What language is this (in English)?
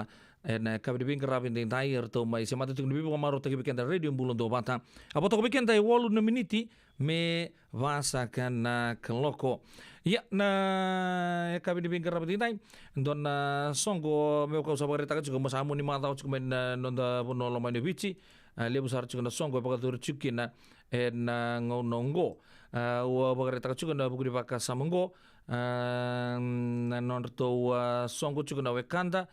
Fijian